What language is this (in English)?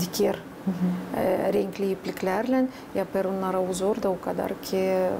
Gagauz